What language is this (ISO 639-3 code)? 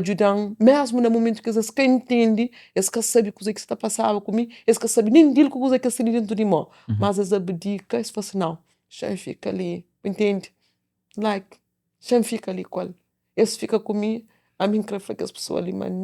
kea